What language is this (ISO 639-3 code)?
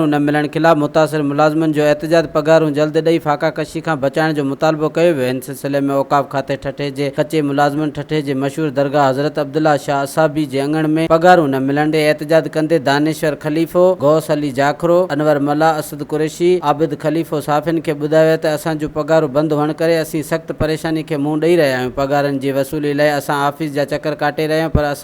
snd